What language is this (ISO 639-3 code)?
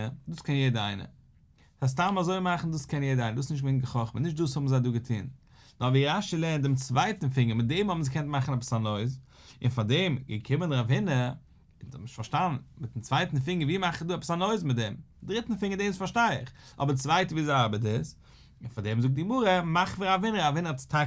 yid